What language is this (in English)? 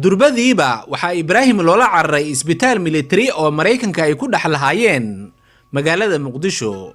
Somali